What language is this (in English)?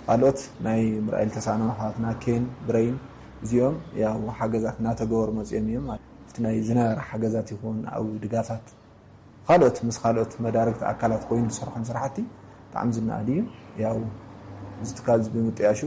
Tigrinya